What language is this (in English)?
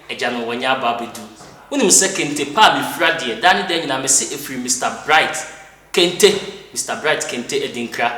Akan